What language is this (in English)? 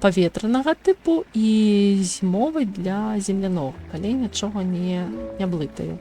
Belarusian